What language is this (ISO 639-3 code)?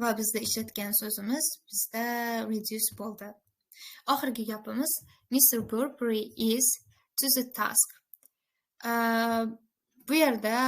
uzb